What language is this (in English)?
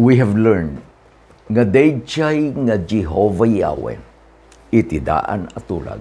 Iloko